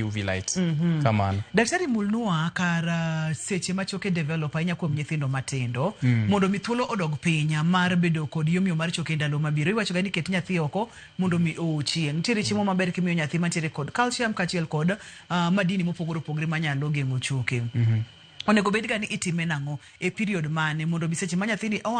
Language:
Luo (Kenya and Tanzania)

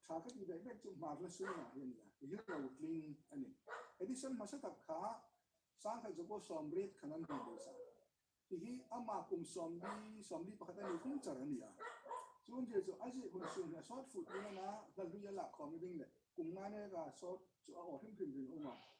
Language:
Hmar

